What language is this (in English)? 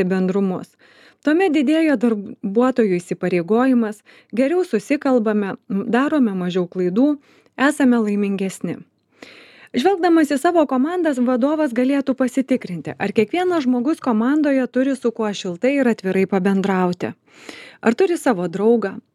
Lithuanian